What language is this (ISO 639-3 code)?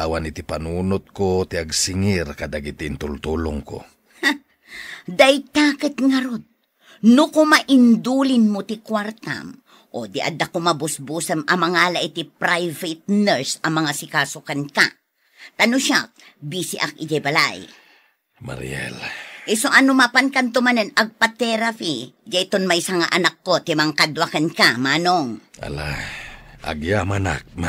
ilo